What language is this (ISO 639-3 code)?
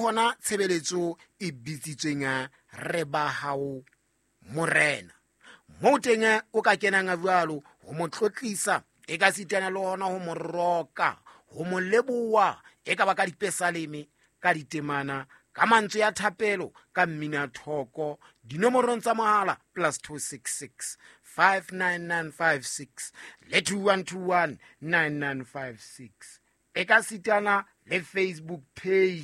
sot